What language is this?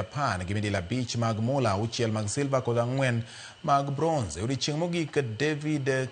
Luo (Kenya and Tanzania)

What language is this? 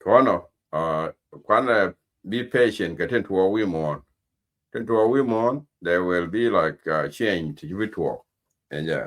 Nuer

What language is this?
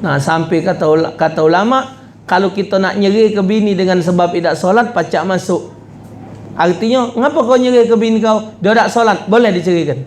Musi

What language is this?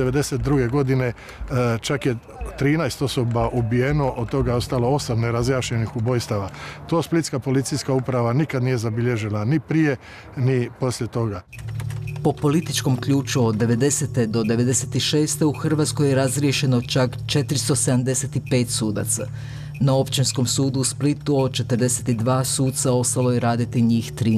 Croatian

